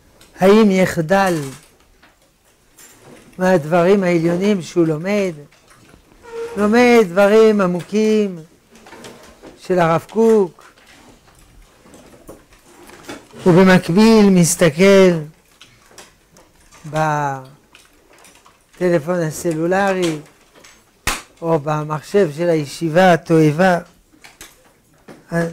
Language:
Hebrew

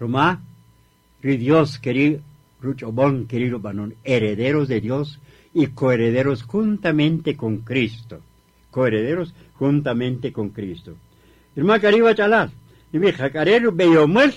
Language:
Kaqchikel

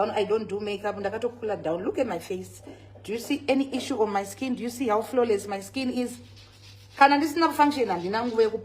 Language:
Shona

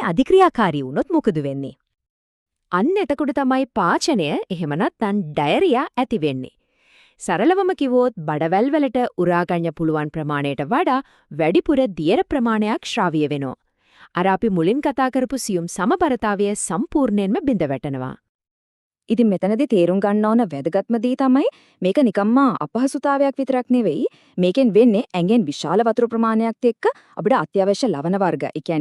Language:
Sinhala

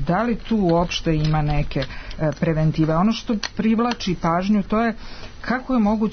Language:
Serbian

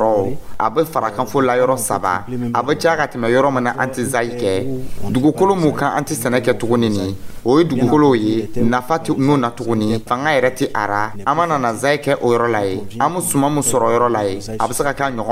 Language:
Dyula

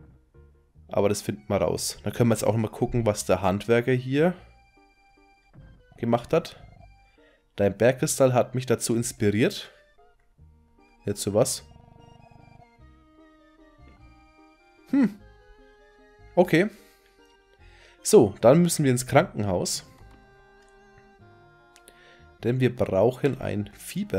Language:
German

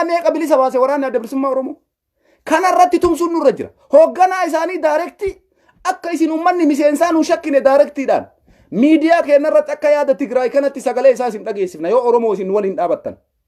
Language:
Oromo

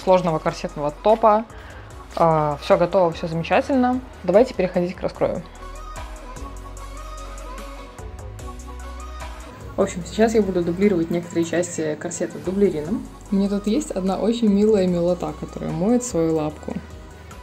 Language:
Russian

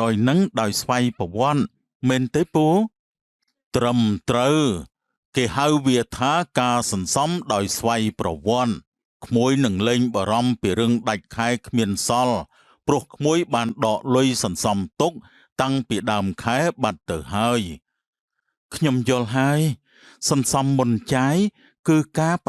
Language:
Khmer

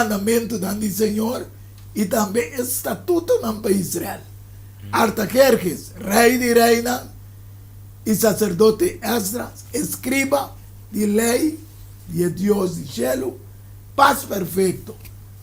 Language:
Papiamento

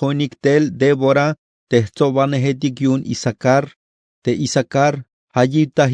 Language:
Tzeltal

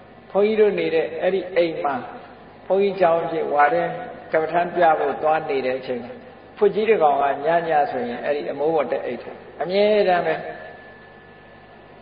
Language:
Burmese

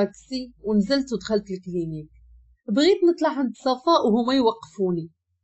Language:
Moroccan Arabic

